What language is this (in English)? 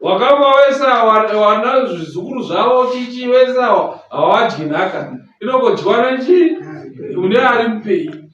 Shona